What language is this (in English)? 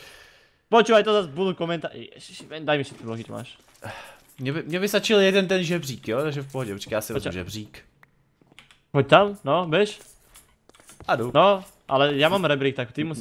Czech